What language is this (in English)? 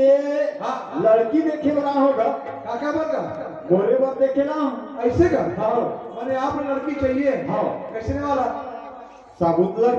Chhattisgarhi